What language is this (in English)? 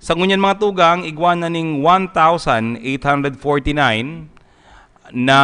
Bikol